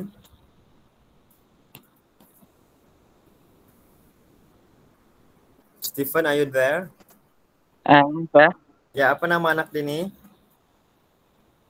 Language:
Malay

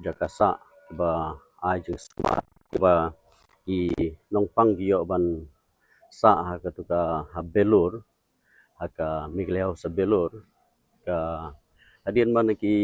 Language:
Khasi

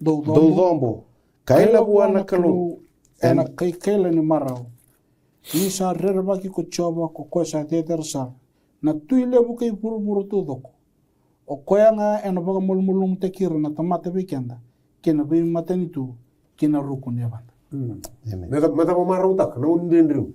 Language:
Fijian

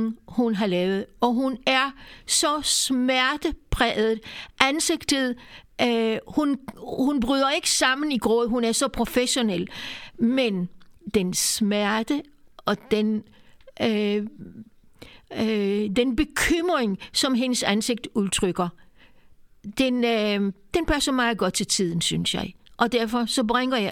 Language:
Danish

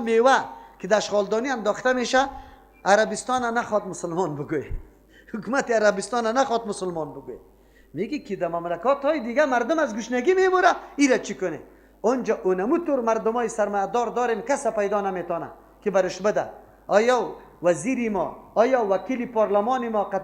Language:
Persian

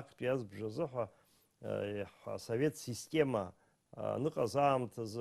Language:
Abkhazian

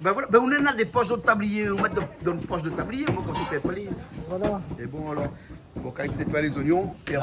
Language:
Réunion Creole French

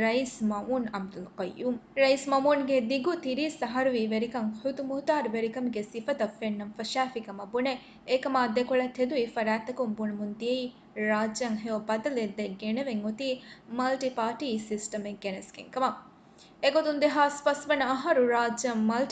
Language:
Divehi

